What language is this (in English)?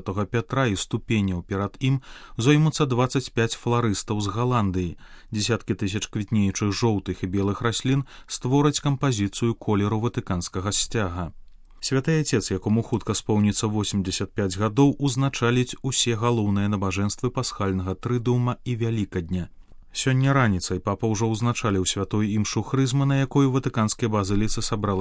Belarusian